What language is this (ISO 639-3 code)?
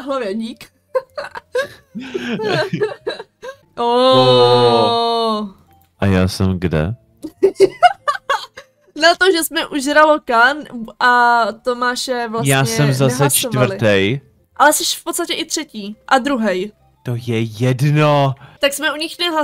ces